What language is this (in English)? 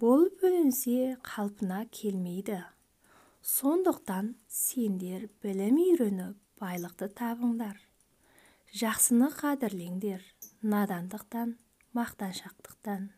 Kazakh